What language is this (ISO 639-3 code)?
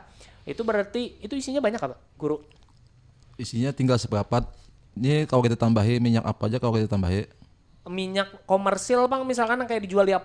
bjn